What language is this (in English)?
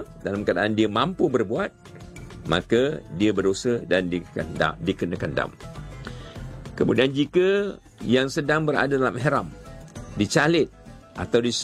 Malay